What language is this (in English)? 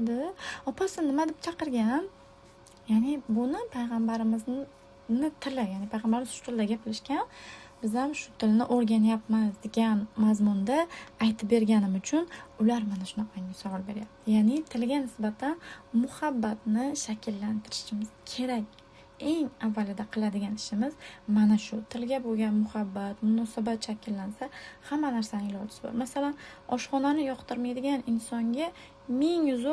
Uzbek